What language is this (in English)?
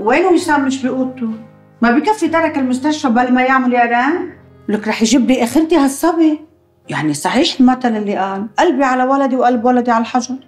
North Levantine Arabic